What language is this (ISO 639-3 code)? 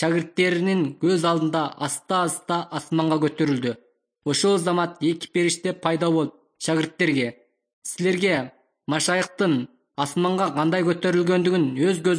kir